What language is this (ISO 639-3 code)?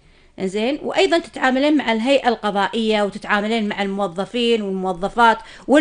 ara